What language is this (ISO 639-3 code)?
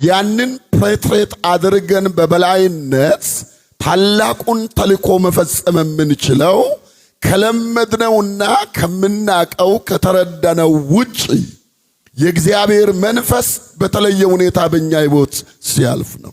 amh